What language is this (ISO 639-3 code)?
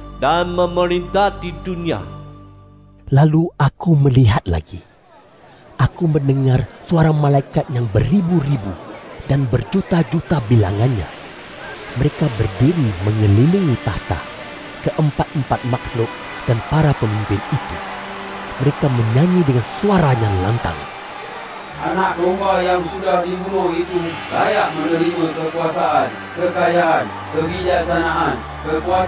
msa